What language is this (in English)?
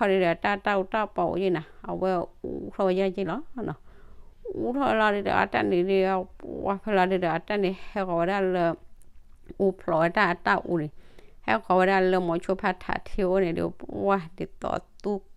S'gaw Karen